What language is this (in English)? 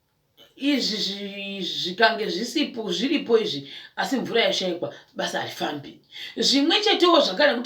Shona